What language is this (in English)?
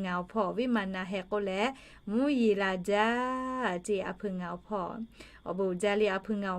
Lahu